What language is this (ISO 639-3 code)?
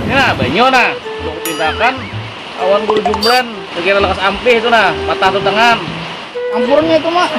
bjn